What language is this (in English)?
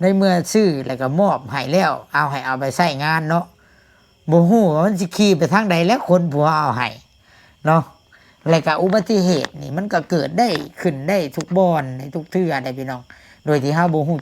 Lao